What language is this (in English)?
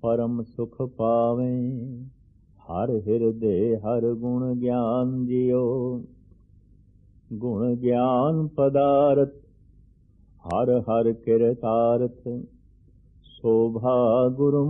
Punjabi